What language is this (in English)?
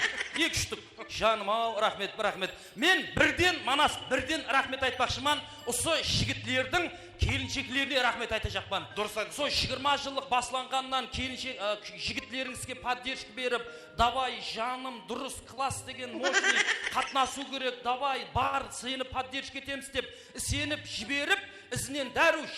Kara-Kalpak